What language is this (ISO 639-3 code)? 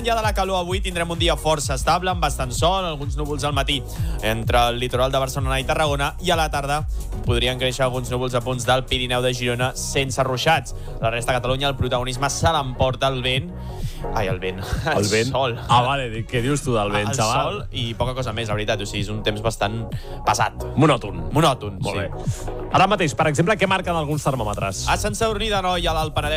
cat